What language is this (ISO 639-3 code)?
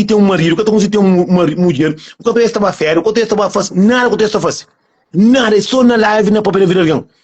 kea